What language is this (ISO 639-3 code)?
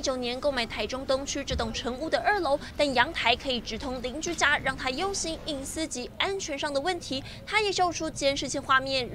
zho